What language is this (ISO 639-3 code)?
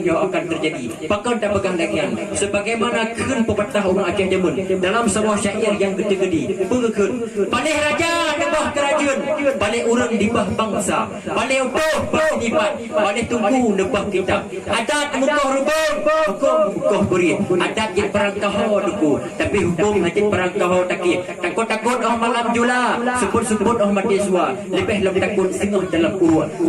ace